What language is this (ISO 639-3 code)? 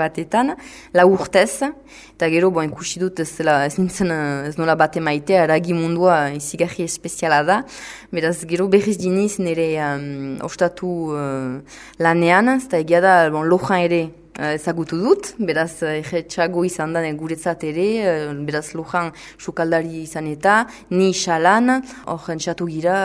eus